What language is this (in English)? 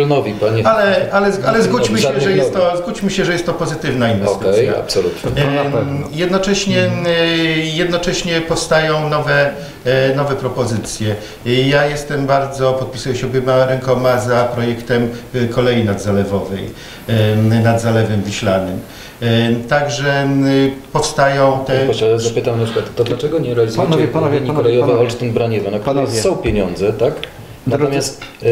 Polish